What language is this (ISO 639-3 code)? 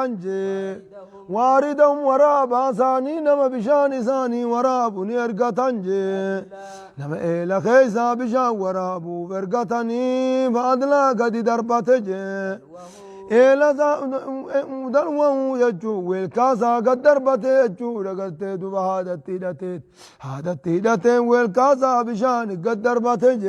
orm